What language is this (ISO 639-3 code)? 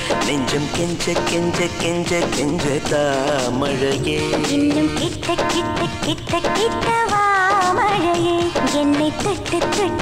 tam